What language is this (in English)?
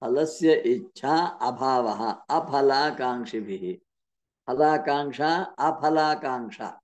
Sanskrit